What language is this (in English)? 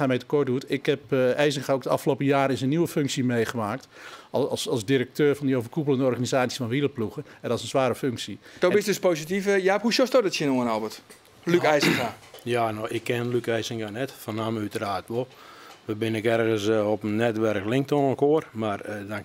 Western Frisian